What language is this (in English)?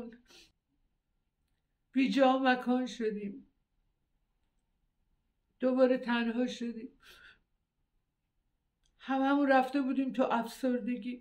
Persian